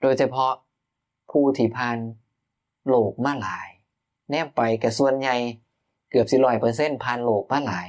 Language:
Northeastern Thai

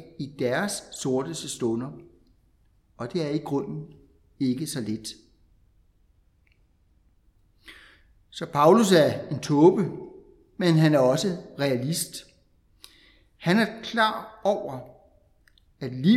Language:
Danish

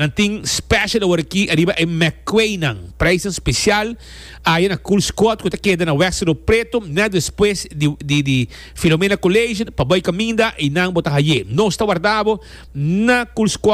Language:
Papiamento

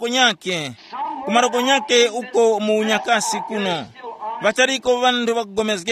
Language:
Tumbuka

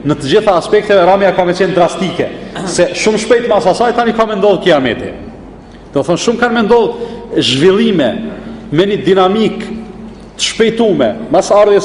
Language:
Albanian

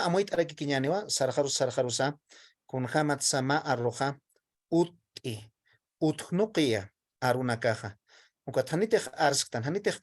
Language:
Aymara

